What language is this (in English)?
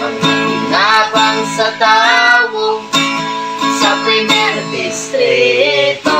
Bikol